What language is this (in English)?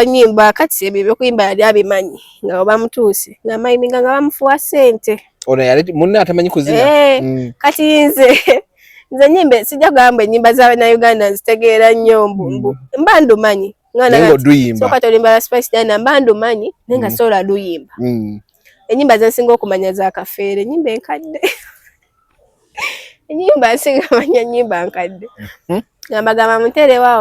Ganda